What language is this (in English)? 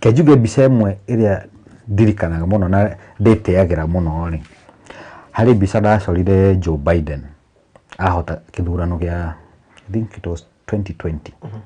Kikuyu